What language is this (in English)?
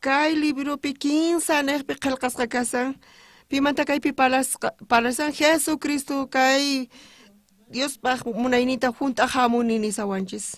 South Bolivian Quechua